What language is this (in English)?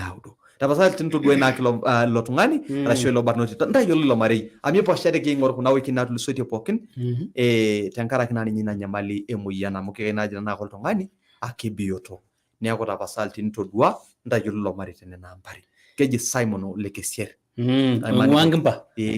Masai